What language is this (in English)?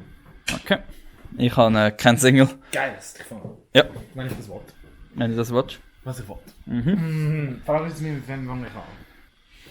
Swiss German